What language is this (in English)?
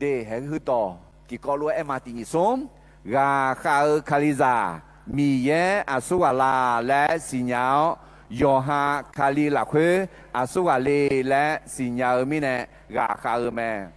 Akha